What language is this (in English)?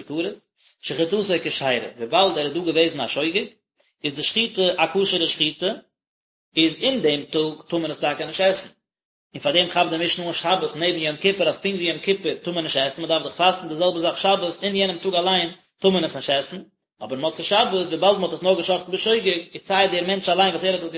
Yiddish